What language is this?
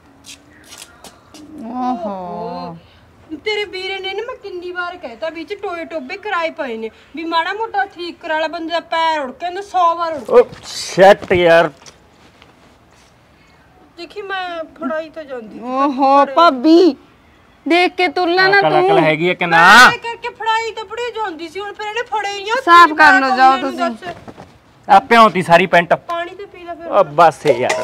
Punjabi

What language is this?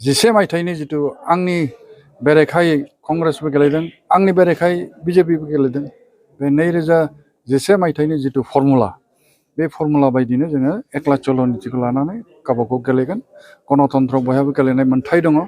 Bodo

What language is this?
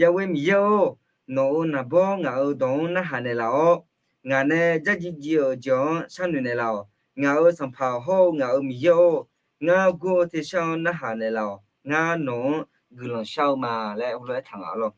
Akha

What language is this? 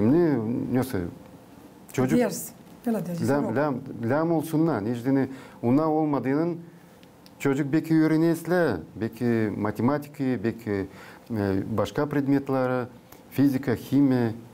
Gagauz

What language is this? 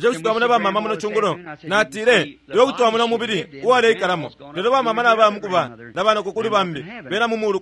Bemba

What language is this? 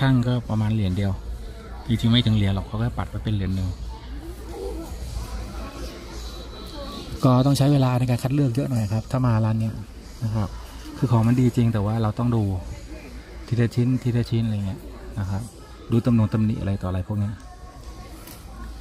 Thai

